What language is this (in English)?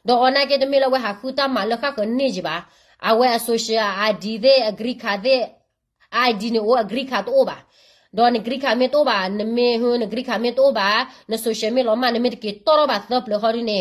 S'gaw Karen